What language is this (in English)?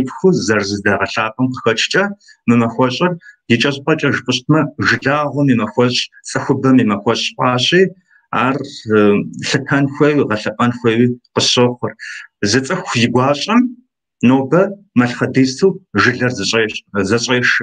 Kabardian